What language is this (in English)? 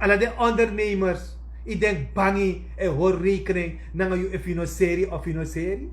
Sranan Tongo